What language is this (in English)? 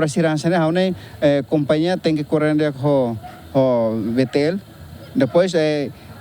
Tetum